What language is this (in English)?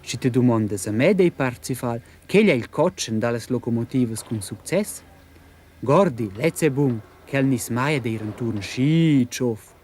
Romansh